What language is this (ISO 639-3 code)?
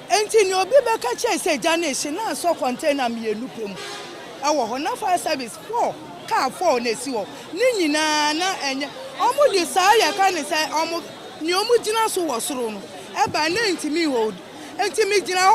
aka